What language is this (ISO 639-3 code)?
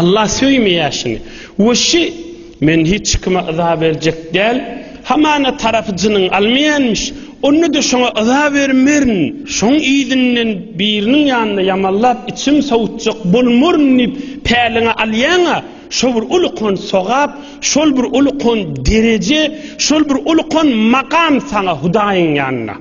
tuk